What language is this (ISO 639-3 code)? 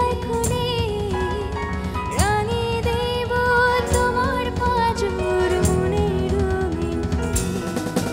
ben